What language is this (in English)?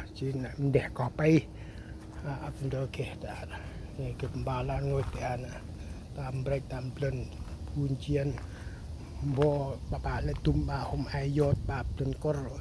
Central Mnong